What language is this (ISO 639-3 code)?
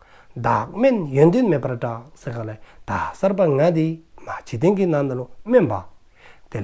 dzo